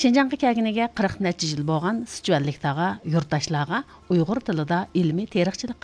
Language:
Uyghur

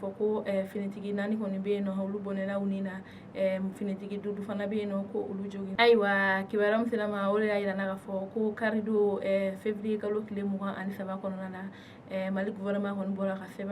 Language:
Bambara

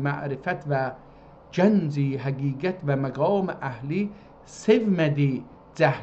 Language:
South Azerbaijani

